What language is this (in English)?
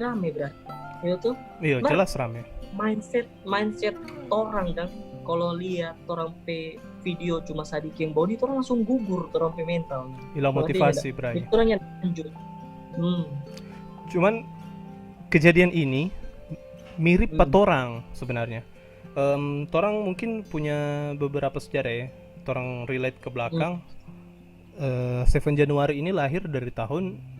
Manado Malay